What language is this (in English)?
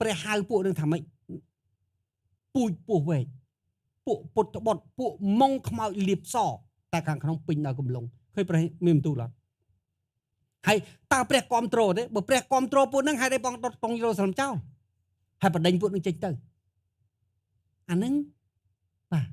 Khmer